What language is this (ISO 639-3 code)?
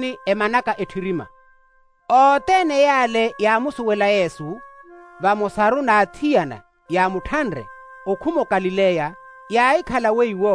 vmw